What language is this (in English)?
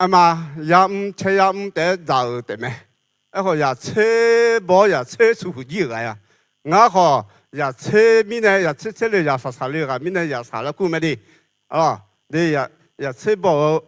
Akha